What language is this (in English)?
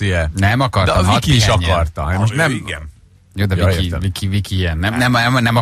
Hungarian